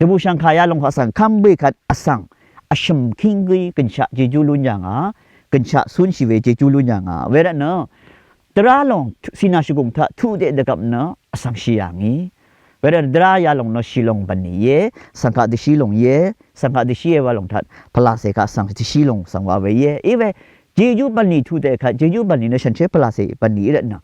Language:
Rawang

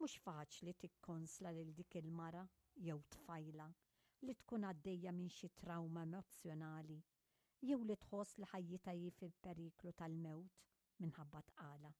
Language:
Maltese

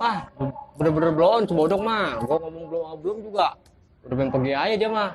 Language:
Betawi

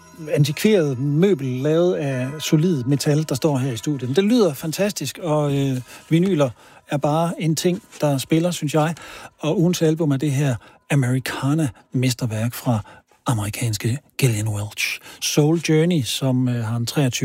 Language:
Danish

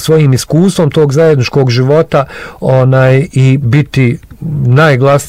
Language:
Bosnian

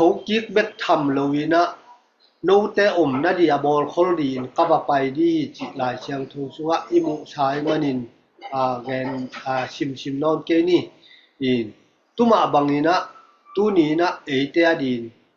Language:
Tedim Chin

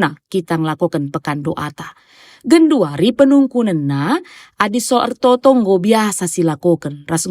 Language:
Batak Karo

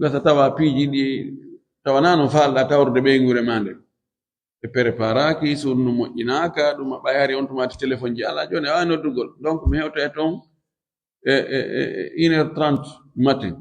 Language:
Fula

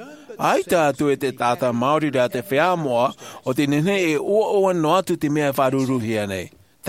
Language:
Tahitian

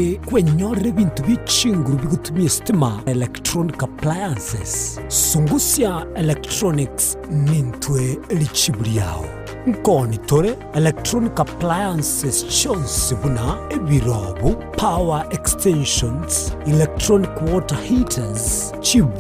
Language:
Gusii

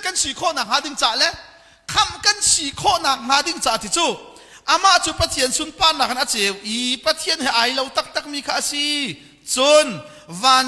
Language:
Hakha Chin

